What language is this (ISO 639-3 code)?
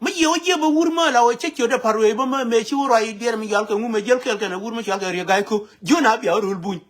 nus